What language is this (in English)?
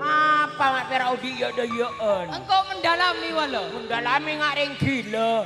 Madurese